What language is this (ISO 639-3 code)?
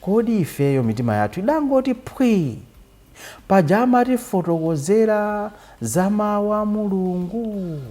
nya